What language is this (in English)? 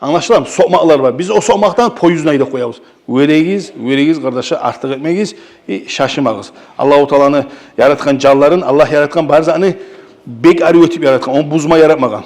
Kumyk